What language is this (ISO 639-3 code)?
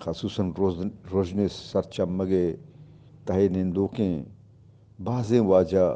bgp